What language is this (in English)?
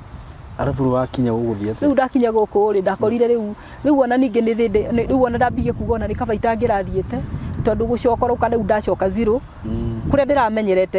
Kikuyu